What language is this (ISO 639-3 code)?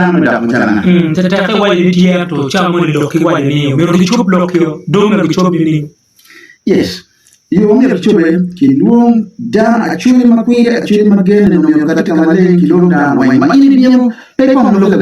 ach